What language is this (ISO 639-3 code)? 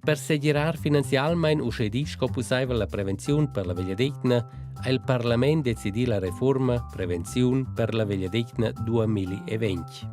roh